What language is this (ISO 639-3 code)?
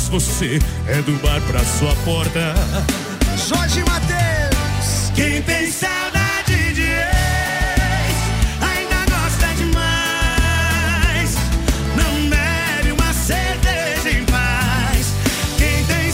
por